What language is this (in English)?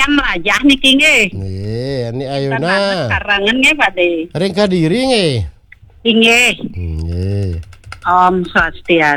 Balinese